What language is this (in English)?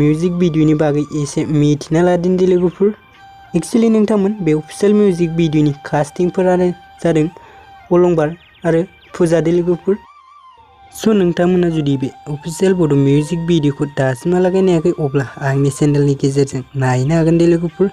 Bodo